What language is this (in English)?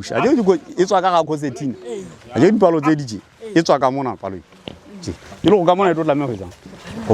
Southern Sotho